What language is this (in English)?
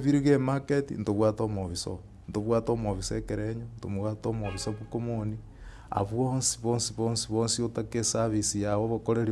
Gusii